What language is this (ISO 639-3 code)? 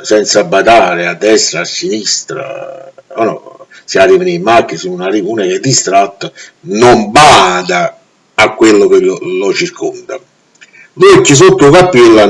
nap